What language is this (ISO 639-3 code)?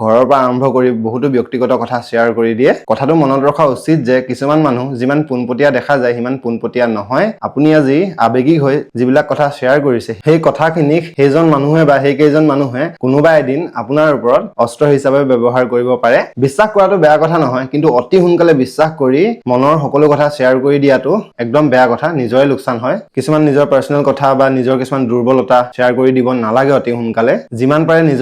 asm